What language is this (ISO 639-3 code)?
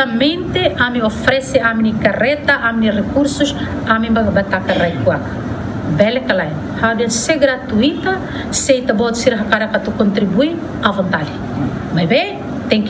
tet